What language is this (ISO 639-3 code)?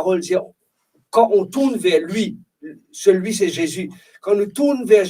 mfe